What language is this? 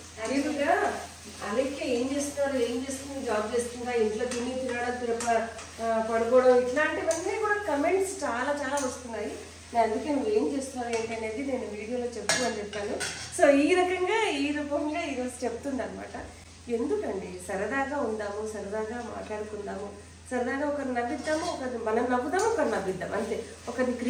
Telugu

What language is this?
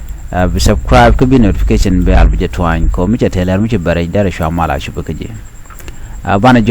Nuer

